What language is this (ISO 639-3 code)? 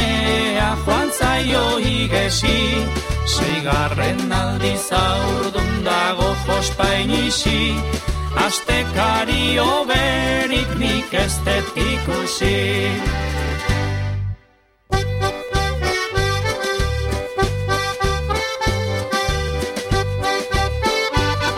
eus